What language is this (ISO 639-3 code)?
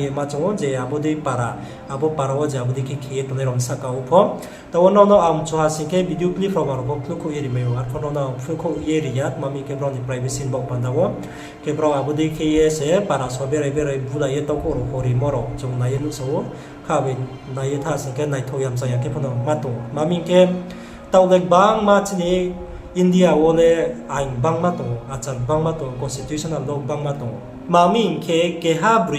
ria